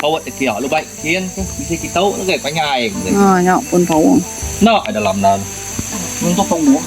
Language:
Iban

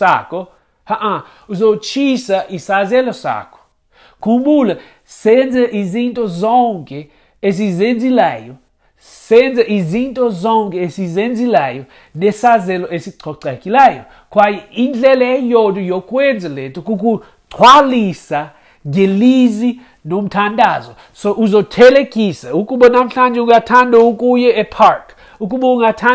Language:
Xhosa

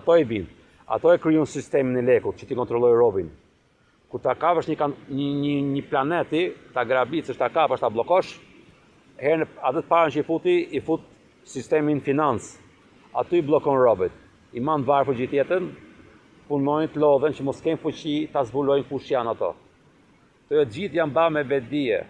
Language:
Albanian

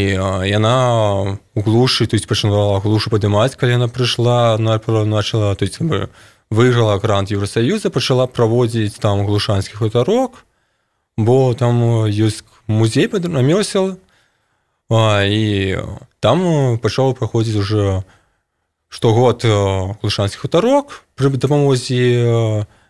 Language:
Belarusian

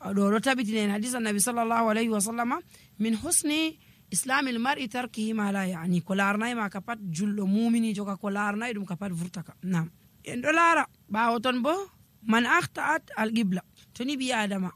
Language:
Nigerian Fulfulde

